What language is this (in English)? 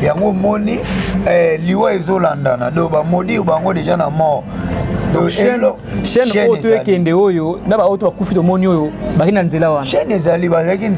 Lingala